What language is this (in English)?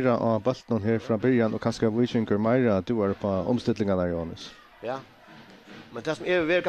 Faroese